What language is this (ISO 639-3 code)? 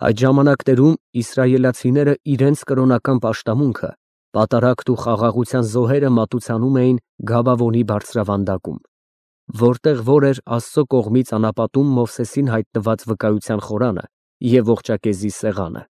hye